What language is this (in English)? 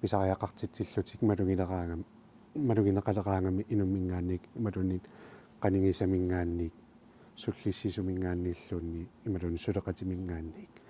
Kalaallisut